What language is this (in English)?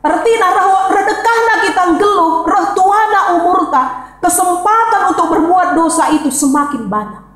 Batak Karo